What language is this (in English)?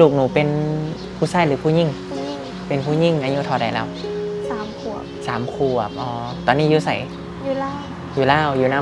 Lao